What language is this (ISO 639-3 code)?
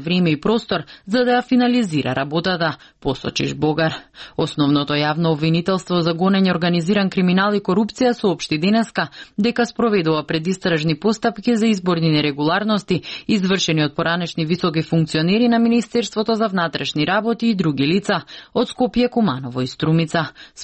mkd